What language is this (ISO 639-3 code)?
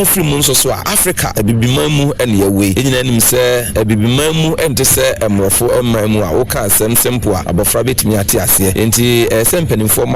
aka